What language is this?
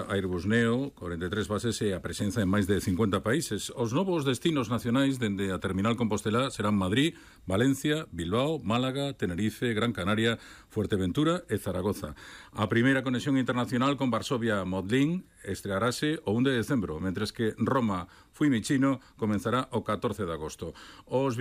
Galician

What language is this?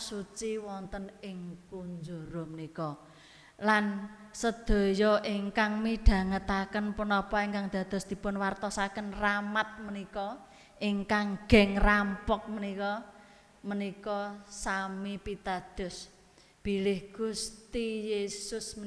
Javanese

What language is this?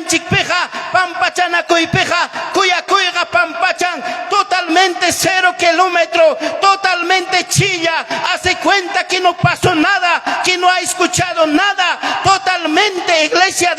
Ayacucho Quechua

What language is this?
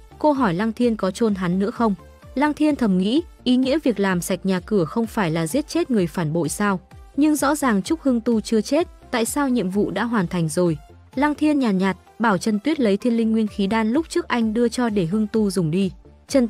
Vietnamese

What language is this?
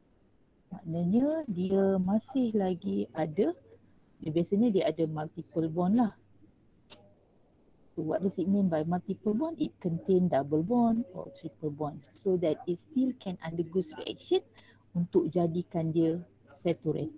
Malay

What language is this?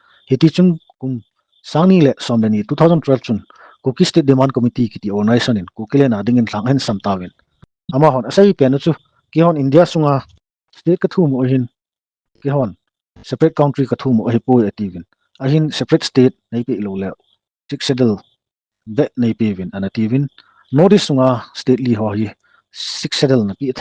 Thado Chin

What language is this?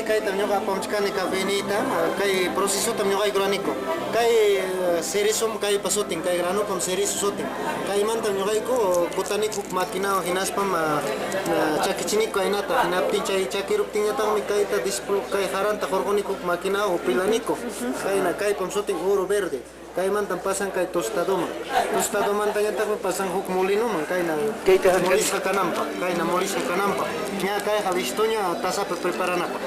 Quechua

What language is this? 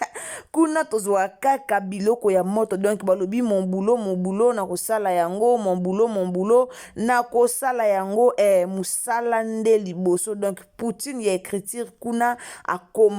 Lingala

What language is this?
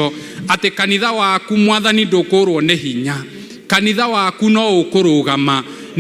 Kikuyu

